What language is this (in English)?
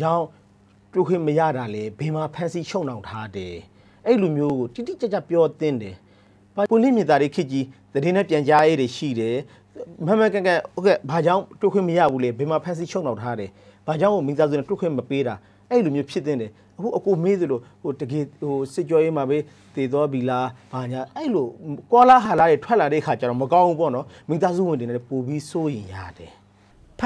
Burmese